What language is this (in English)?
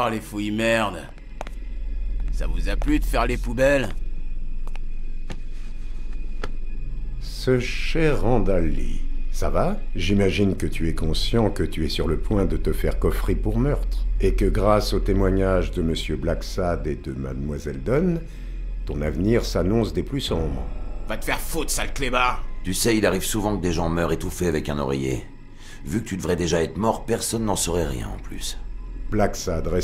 French